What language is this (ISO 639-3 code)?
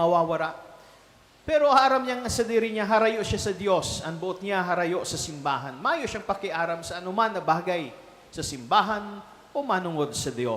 bik